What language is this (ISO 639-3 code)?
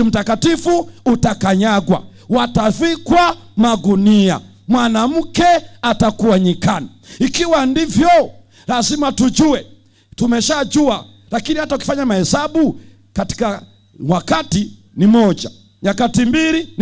swa